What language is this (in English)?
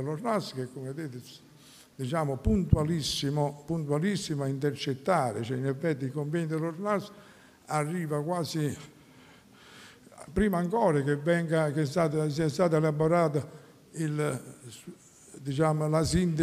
Italian